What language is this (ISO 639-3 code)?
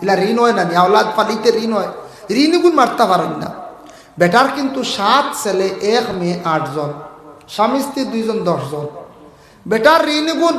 syl